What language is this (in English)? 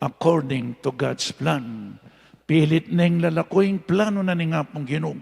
Pampanga